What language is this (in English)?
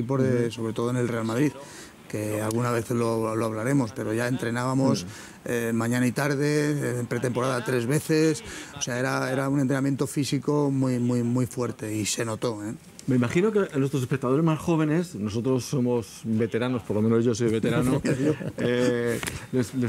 Spanish